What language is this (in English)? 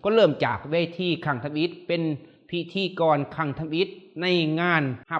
Lao